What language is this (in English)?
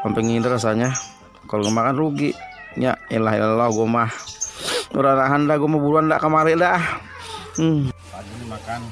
Betawi